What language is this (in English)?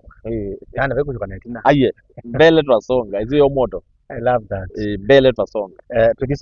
Kamba